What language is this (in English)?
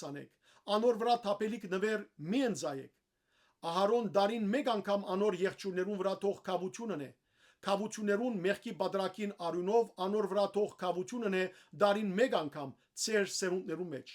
Western Armenian